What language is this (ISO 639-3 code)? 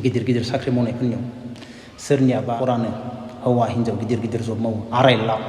brx